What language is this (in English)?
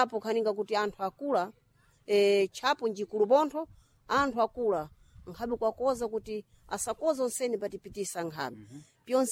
Sena